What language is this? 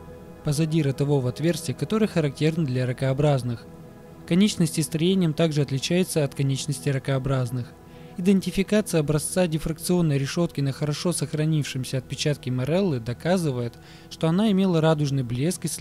Russian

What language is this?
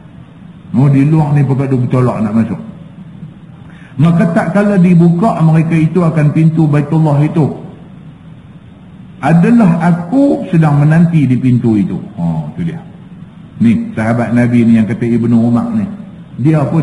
Malay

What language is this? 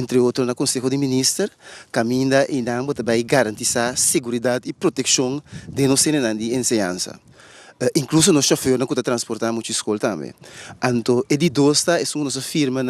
Papiamento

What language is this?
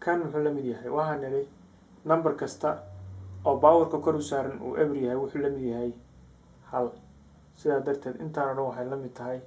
Somali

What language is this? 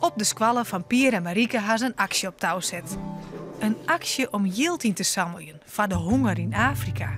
Western Frisian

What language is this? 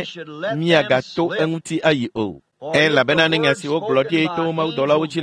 Ewe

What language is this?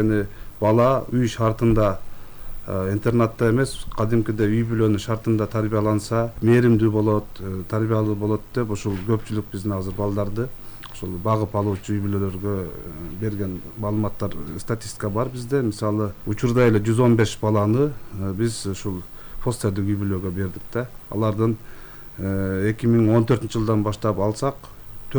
Kyrgyz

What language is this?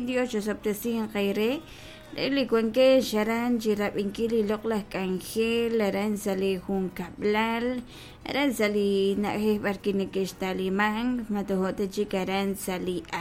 Kekchí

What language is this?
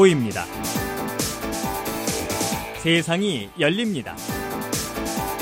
Korean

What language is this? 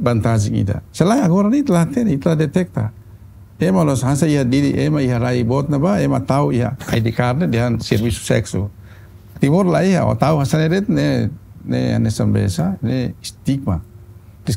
Tetum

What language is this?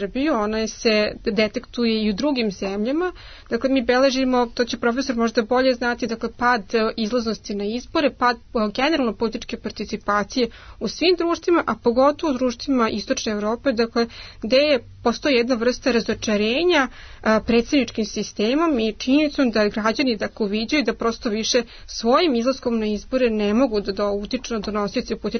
Serbian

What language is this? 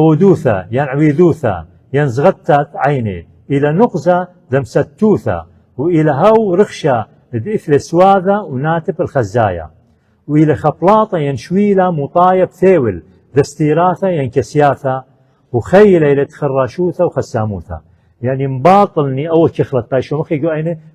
Assyrian Neo-Aramaic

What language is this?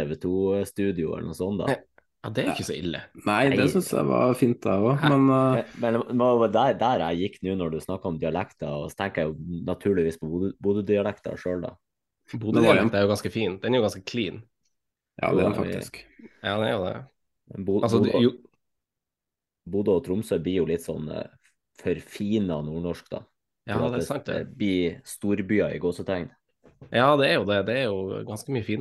Norwegian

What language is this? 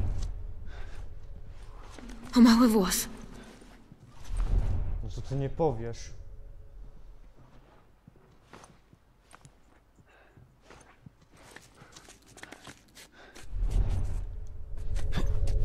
Polish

